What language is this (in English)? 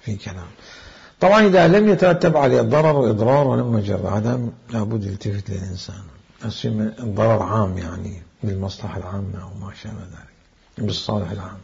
Mesopotamian Arabic